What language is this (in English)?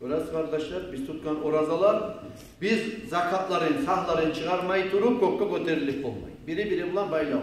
Kumyk